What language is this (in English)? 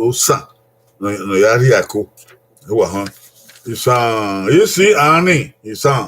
Bini